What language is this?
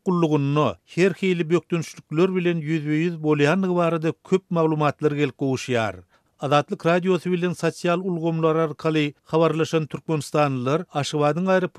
Turkmen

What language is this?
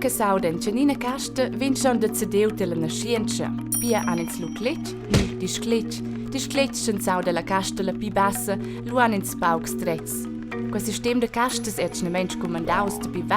Romansh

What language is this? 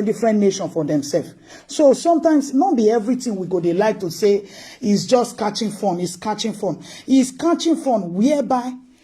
Nigerian Pidgin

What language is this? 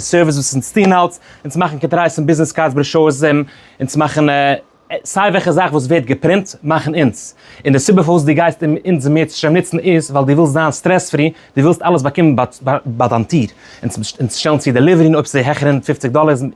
Yiddish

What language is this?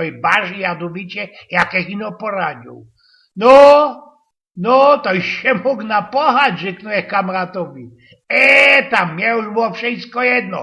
Silesian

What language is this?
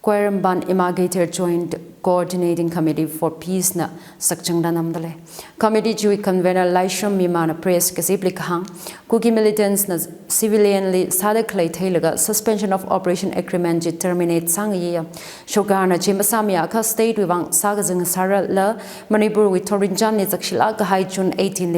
Tangkhul Naga (India)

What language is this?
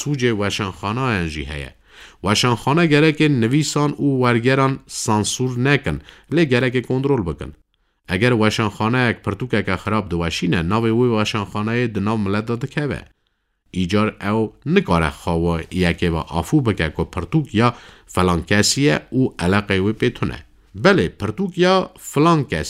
Kurdish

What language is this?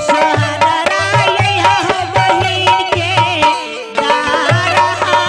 Angika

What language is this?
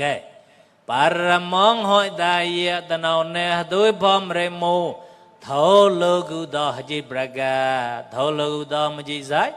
Mon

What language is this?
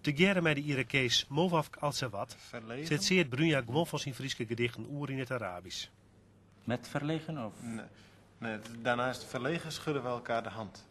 Western Frisian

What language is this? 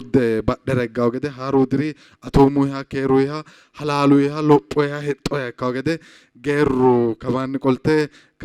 Sidamo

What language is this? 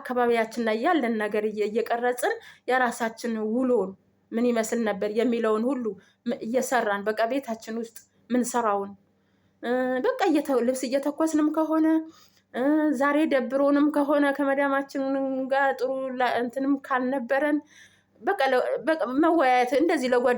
Amharic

